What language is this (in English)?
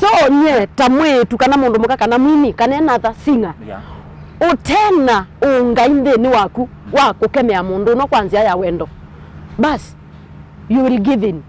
Kamba